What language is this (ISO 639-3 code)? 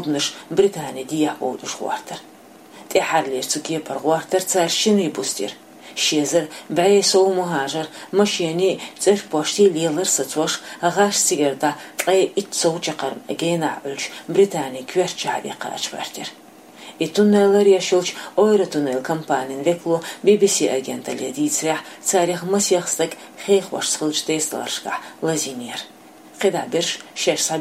che